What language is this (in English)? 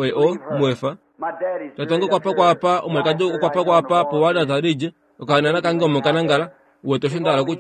Kuanyama